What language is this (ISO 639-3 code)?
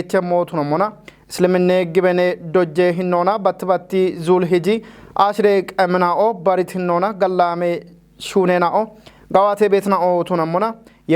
kbr